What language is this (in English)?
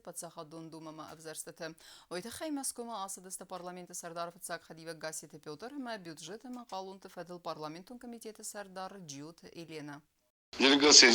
Ossetic